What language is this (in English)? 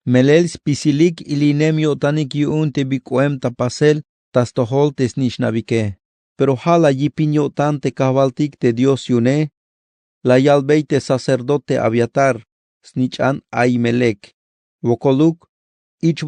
Tzeltal